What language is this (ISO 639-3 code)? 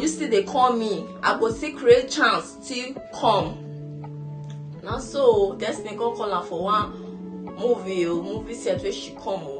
pcm